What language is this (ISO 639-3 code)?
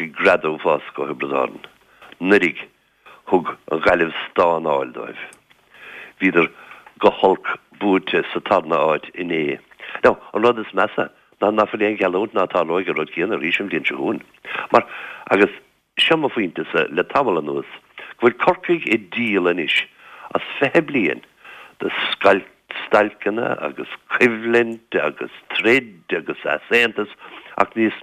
gle